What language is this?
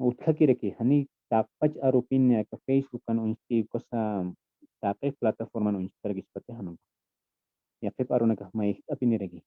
Aymara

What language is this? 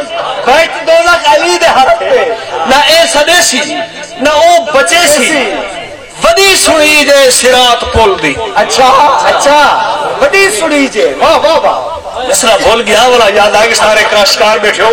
Saraiki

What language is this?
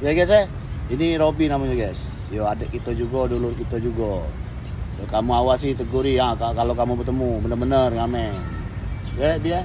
Musi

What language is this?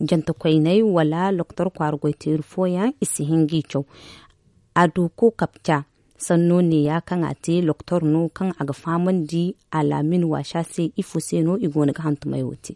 Zarma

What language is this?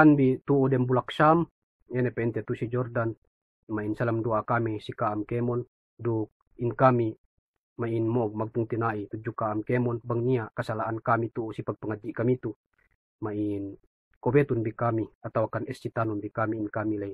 Yakan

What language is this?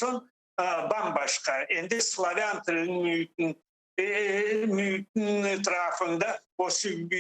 Crimean Tatar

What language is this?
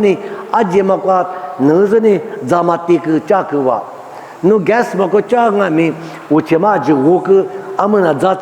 Lisu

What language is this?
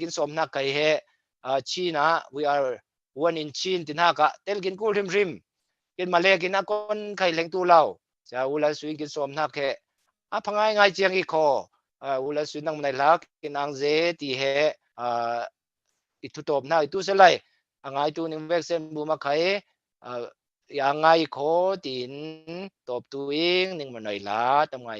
Falam Chin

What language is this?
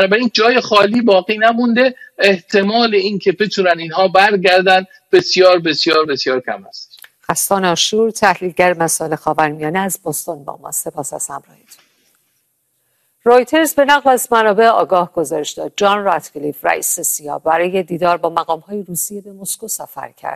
Persian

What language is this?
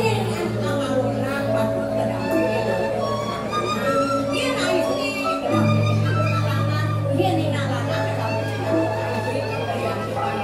Balinese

